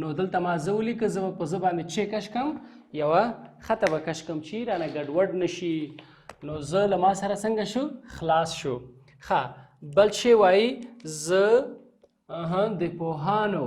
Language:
Pashto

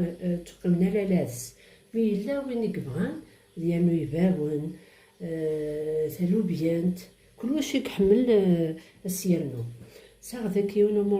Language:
Kabyle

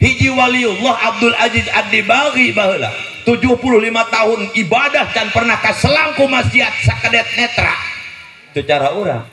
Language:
Sundanese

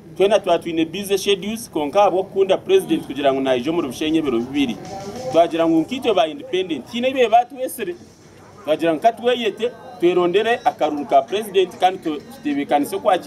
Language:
Nyankole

